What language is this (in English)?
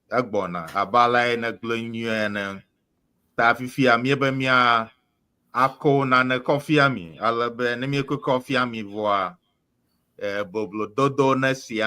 Ewe